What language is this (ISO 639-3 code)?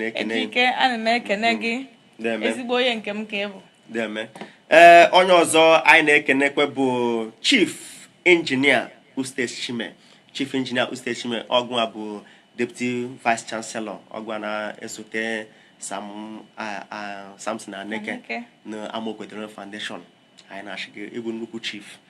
ibo